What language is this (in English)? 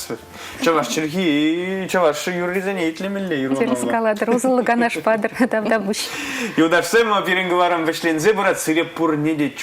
Chuvash